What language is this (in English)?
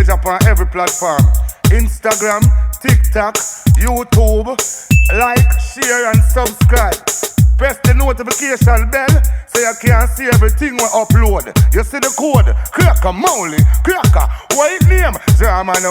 Jamaican Creole English